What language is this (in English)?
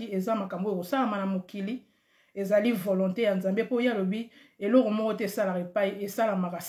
Lingala